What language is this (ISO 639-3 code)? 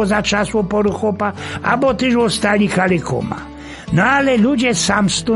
szl